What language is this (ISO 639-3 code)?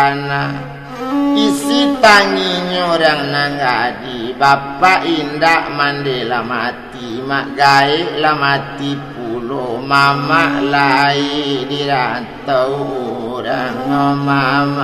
min